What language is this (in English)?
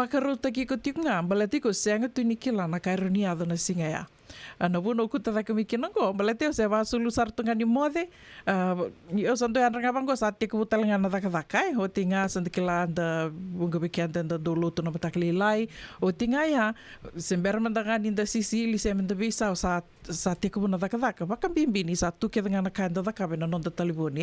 Fijian